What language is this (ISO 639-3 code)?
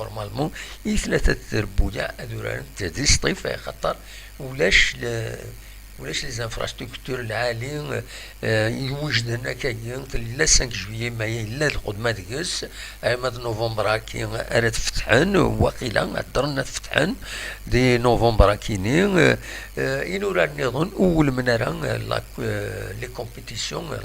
kab